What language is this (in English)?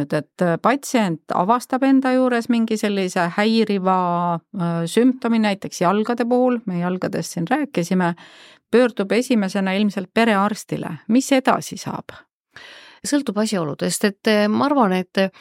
Estonian